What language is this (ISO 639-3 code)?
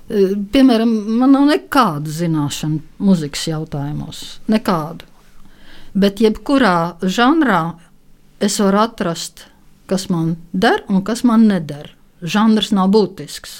lav